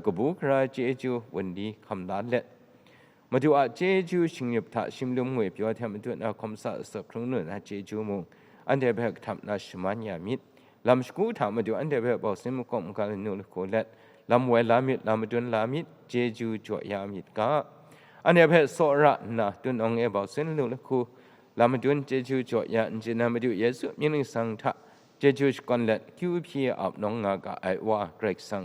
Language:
Kachin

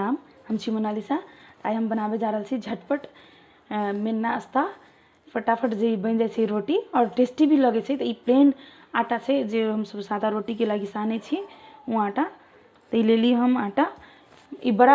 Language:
Maithili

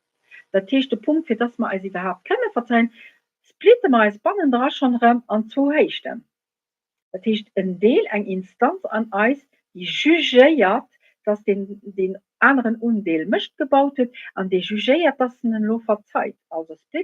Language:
Luxembourgish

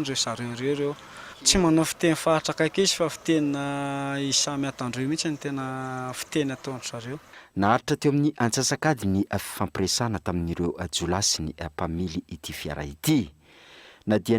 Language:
Malagasy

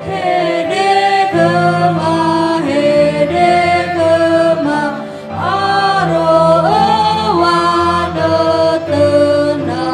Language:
Nias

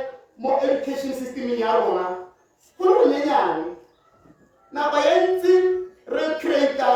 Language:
Tswana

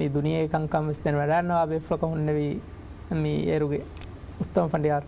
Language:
Divehi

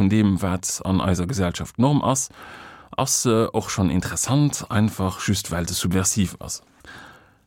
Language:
Luxembourgish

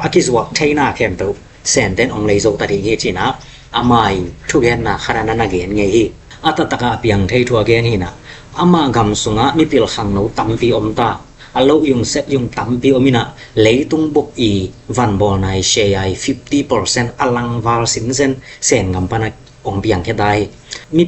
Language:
Tedim Chin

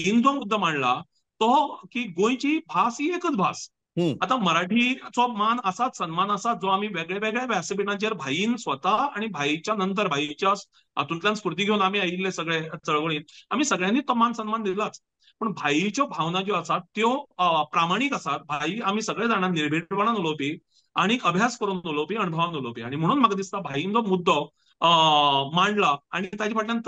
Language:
Konkani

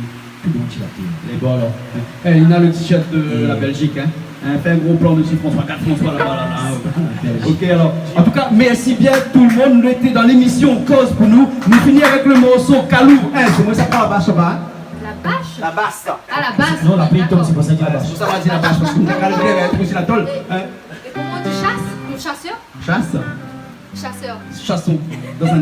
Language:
Réunion Creole French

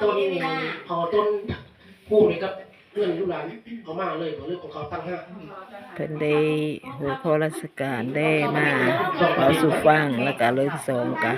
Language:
Lao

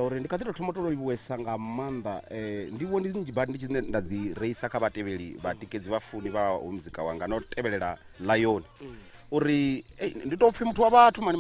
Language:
Venda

